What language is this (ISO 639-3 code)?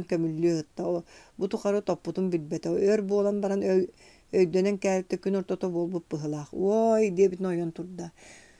sah